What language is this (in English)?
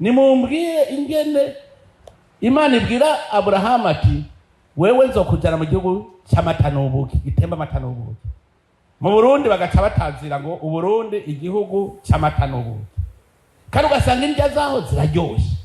Rundi